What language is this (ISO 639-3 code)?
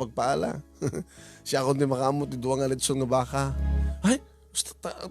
ilo